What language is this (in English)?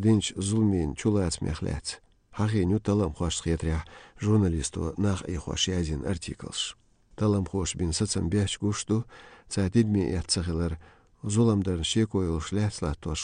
Chechen